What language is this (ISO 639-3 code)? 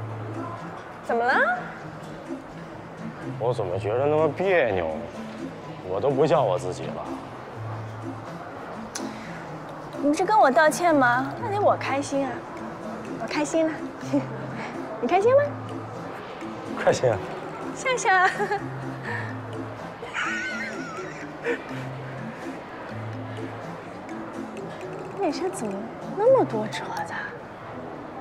zho